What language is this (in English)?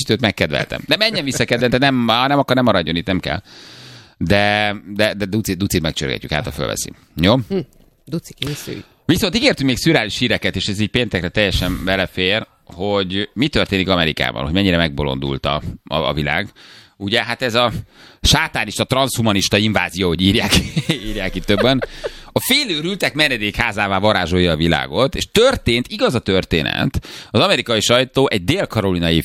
Hungarian